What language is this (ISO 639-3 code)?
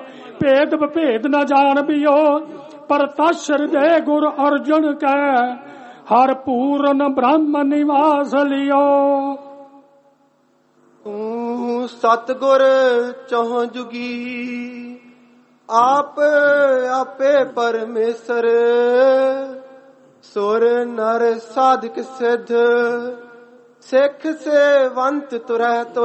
pan